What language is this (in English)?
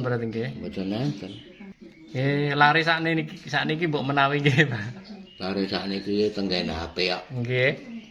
Javanese